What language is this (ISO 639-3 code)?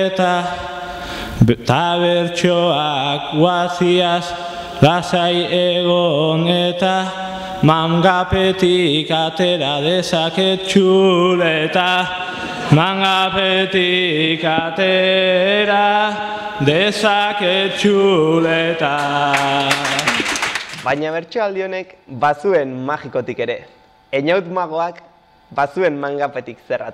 eus